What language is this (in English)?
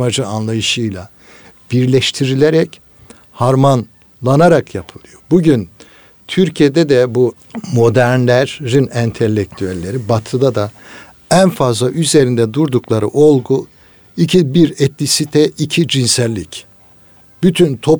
Turkish